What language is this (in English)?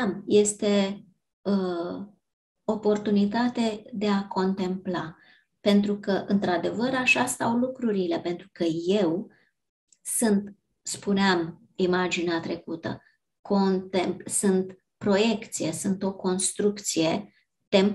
Romanian